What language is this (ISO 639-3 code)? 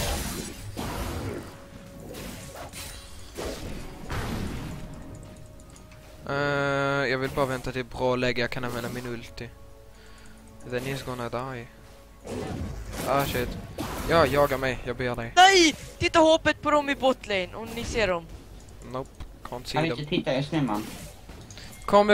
swe